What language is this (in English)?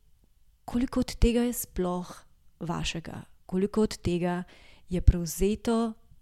Slovenian